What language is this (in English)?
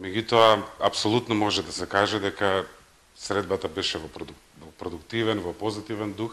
Macedonian